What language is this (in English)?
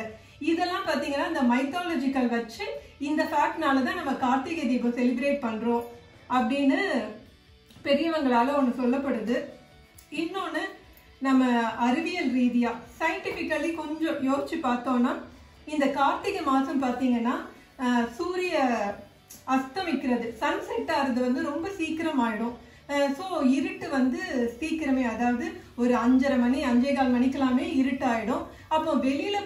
Tamil